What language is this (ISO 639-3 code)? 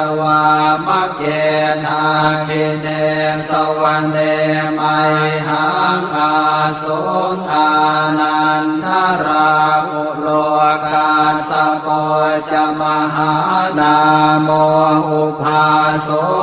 pli